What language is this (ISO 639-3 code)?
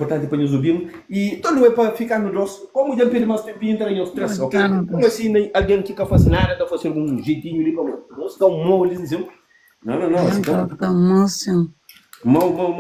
kea